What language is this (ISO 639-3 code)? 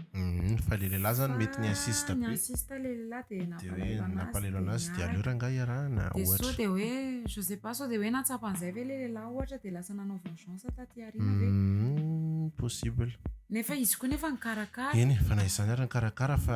mlg